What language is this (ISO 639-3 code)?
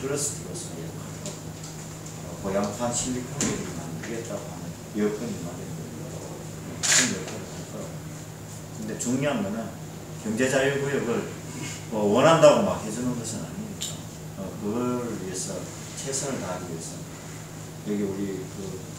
kor